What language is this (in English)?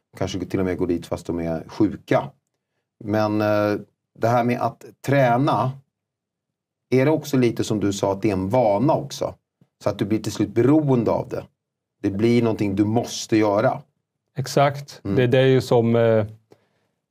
Swedish